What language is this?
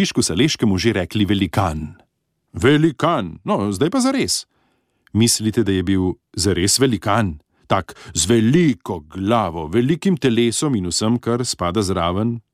Slovenian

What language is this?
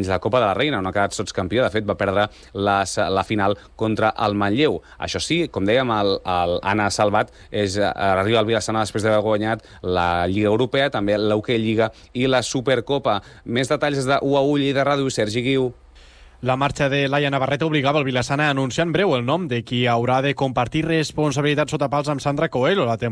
Catalan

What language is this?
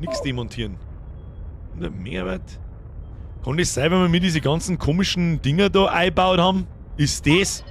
Bavarian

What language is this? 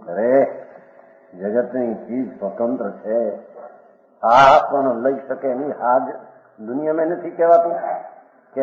Gujarati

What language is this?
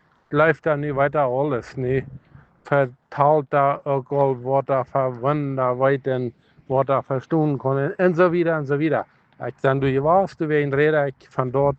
Plautdietsch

